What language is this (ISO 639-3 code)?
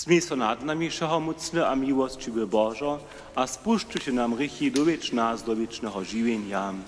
hsb